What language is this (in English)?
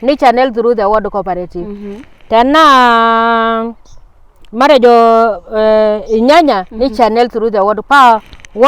Masai